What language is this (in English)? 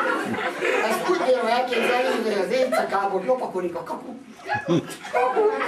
Hungarian